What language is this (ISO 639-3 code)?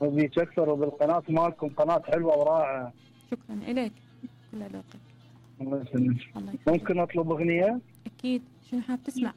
acm